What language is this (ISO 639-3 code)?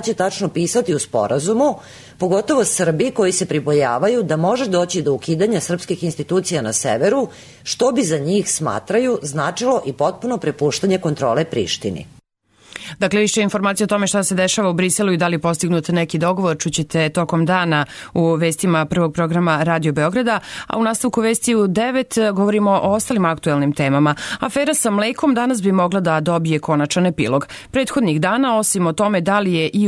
srp